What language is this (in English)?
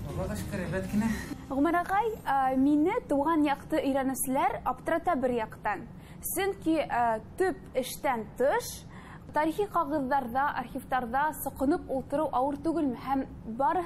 Bashkir